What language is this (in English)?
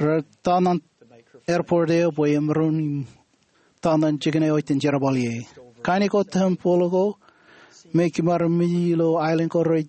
Marshallese